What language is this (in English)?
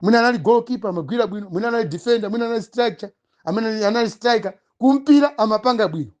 Nyanja